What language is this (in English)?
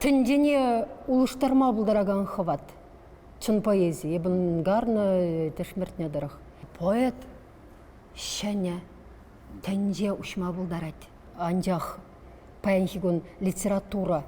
Chuvash